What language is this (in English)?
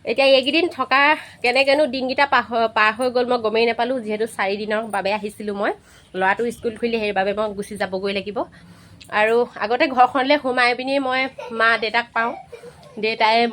Assamese